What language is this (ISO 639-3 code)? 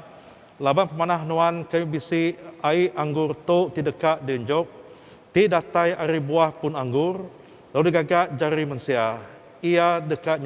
iba